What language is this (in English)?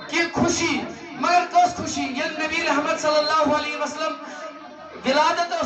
Kashmiri